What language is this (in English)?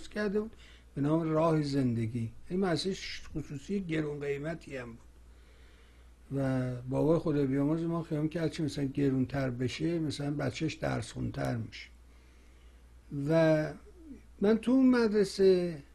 Persian